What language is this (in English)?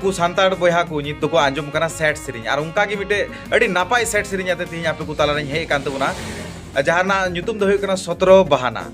Santali